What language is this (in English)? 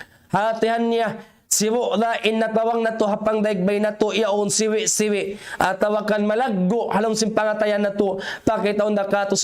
Tausug